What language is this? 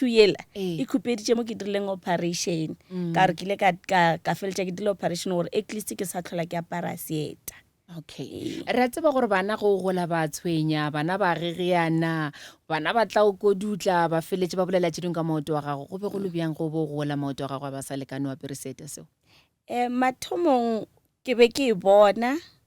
Northern Sotho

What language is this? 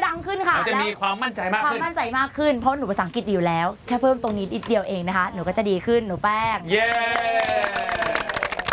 Thai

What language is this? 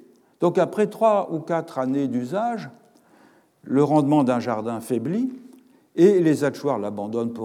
French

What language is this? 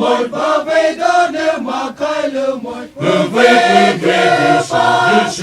Poumei Naga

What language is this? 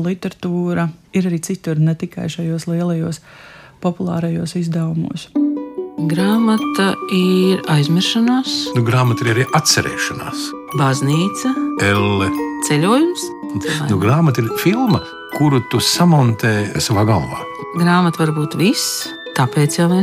Latvian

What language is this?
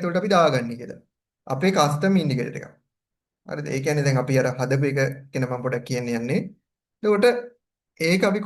Sinhala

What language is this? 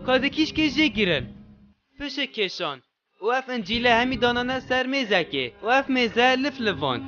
Kurdish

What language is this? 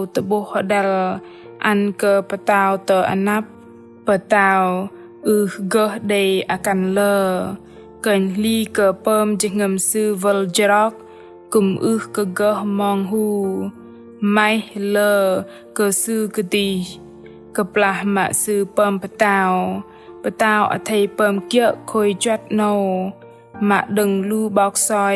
Bahnar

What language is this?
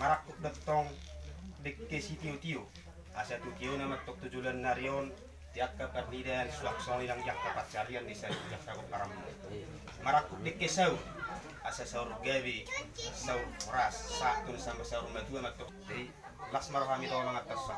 Batak Toba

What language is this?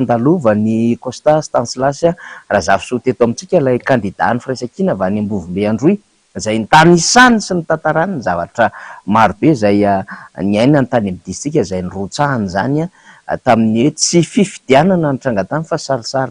Malagasy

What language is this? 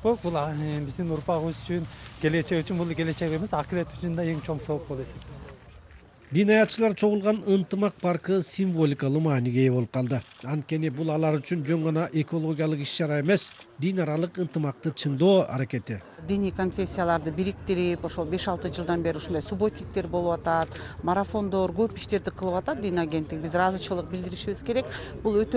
Kyrgyz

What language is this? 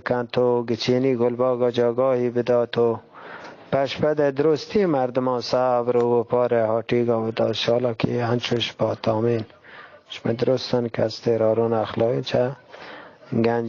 Eastern Balochi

